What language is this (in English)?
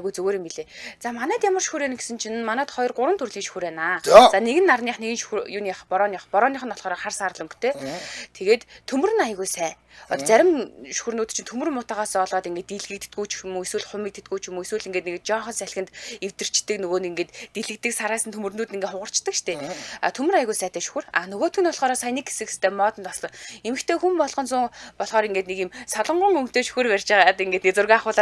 Mongolian